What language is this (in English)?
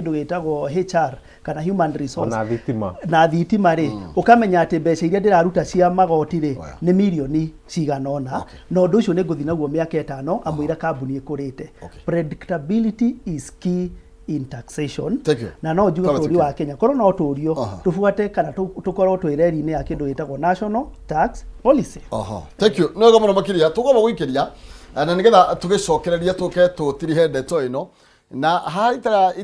Kikuyu